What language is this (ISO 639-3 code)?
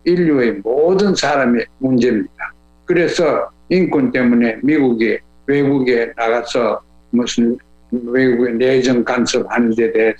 kor